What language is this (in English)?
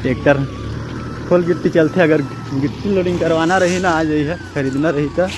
Chhattisgarhi